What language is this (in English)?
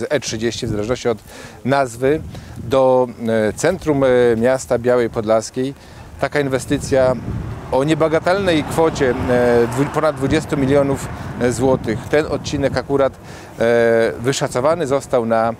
Polish